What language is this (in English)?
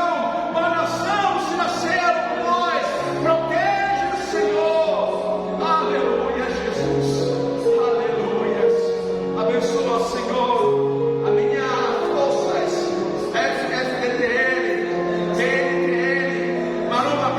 Tetum